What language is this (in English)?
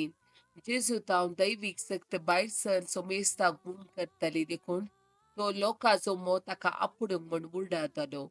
Konkani